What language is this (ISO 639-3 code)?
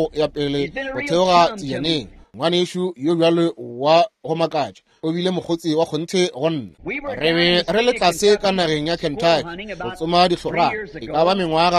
nso